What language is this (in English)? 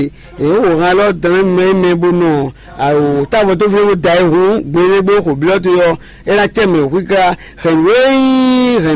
Fon